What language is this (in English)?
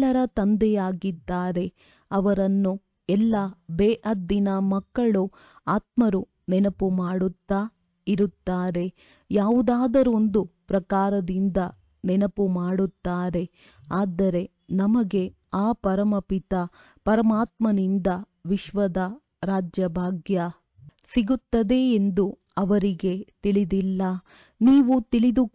Kannada